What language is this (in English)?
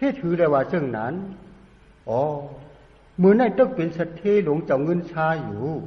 Shan